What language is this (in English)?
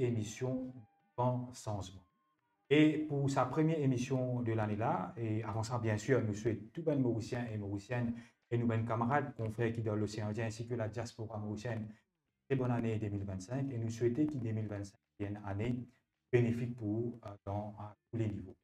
Morisyen